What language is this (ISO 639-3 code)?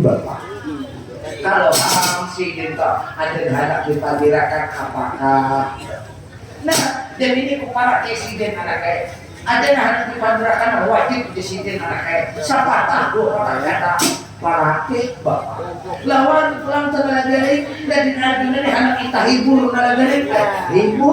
bjn